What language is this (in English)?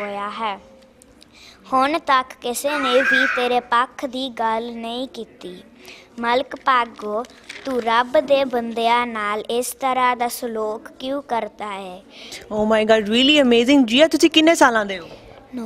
Punjabi